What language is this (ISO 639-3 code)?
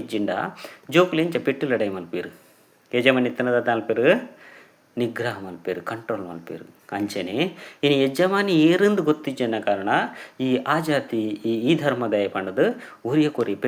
tcy